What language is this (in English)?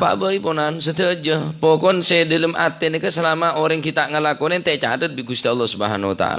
Madurese